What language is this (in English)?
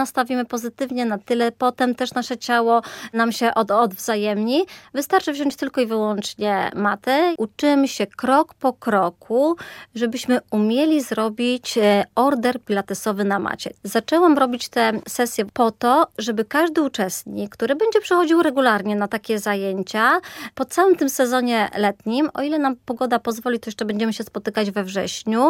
Polish